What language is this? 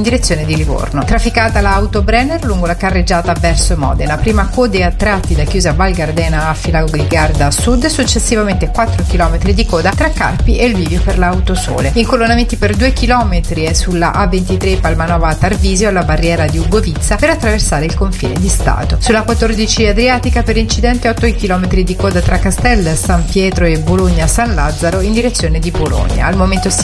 Italian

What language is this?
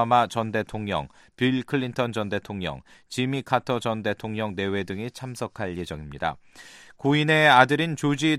Korean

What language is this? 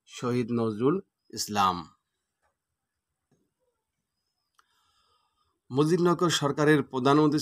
Bangla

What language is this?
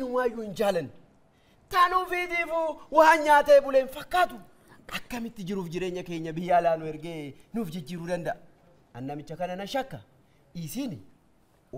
Oromo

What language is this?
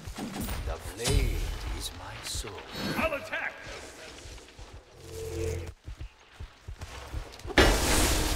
English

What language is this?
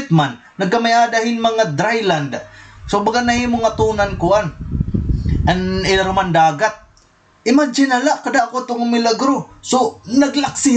Waray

